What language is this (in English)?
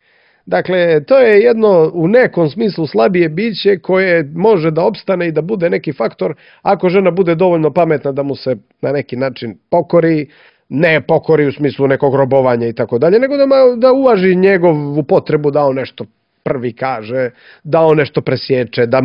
Croatian